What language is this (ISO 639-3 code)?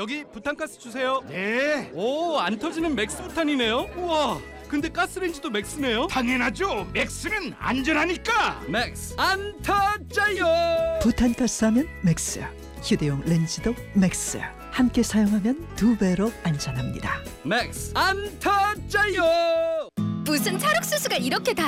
kor